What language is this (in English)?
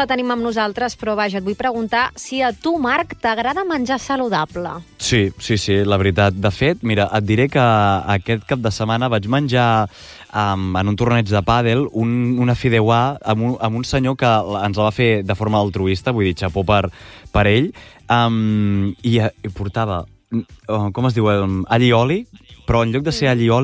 Catalan